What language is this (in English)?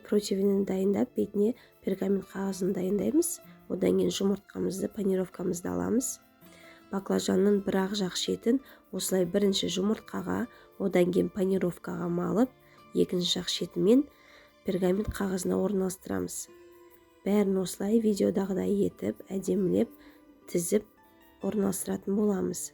Kazakh